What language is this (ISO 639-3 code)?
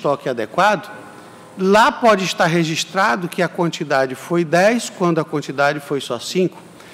por